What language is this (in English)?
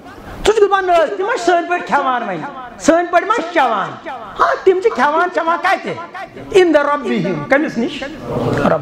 Kashmiri